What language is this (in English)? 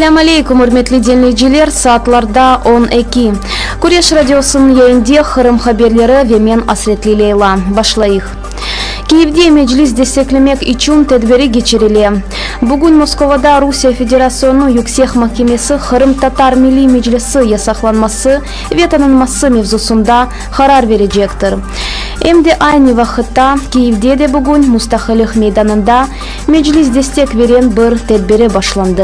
Crimean Tatar